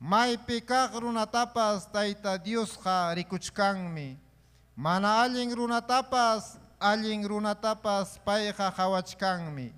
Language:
Ayacucho Quechua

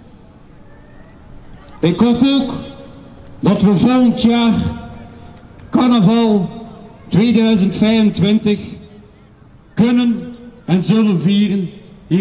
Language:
Dutch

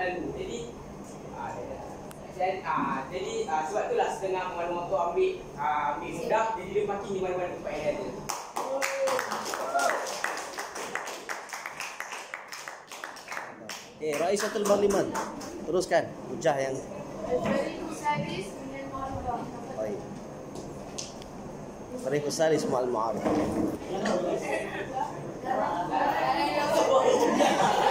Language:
Malay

